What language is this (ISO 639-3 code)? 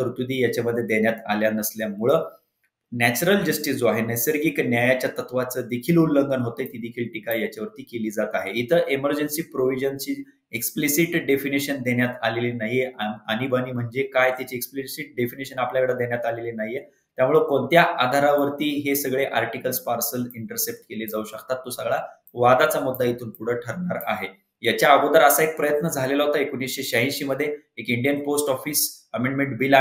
mar